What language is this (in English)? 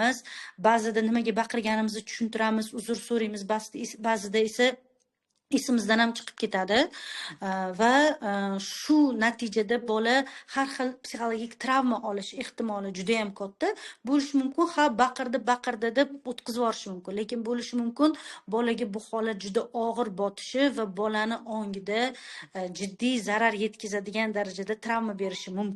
Uzbek